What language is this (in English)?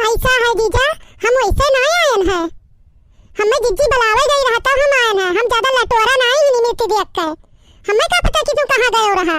Awadhi